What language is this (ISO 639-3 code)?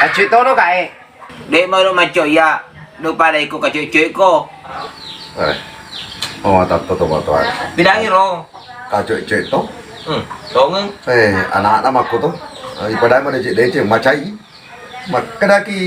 bug